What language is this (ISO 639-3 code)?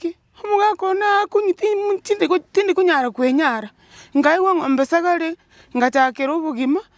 guz